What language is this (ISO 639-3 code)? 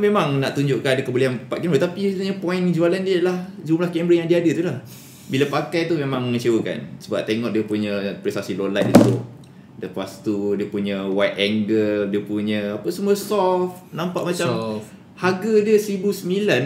msa